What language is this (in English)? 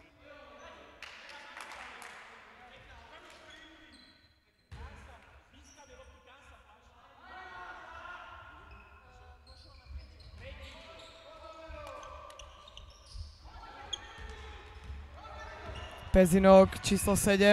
Slovak